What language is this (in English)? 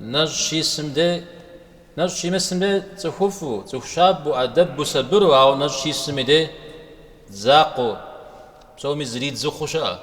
Kabardian